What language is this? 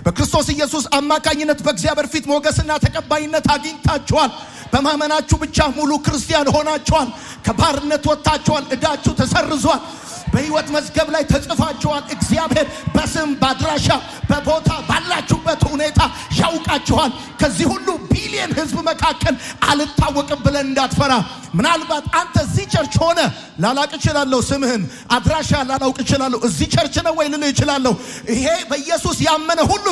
Amharic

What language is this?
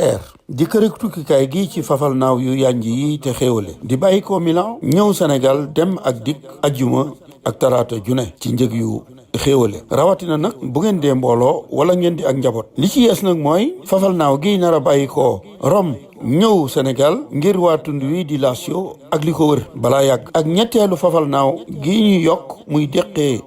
Wolof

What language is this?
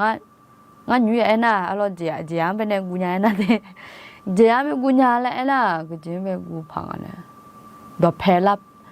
Akha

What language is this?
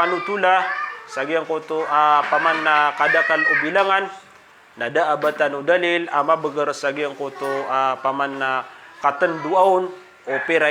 Maranao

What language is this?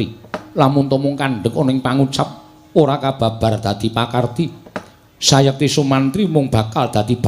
Javanese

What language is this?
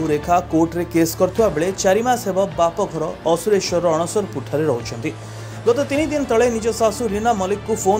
Odia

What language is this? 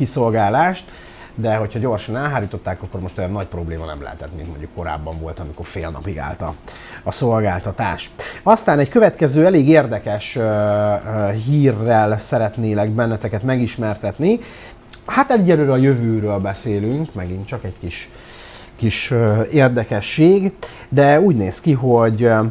Hungarian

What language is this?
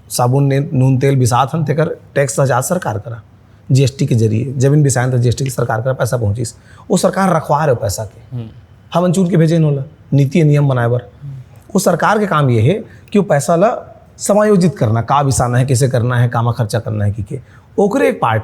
Chhattisgarhi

